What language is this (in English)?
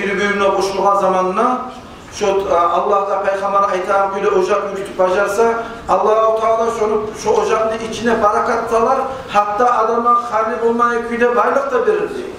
Kumyk